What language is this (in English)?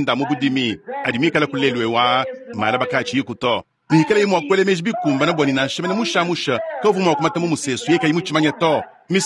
Luba-Lulua